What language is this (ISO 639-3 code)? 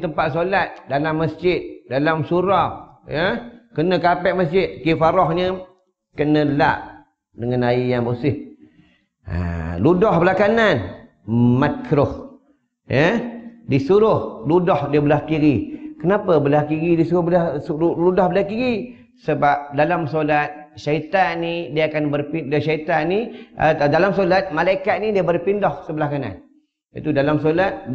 msa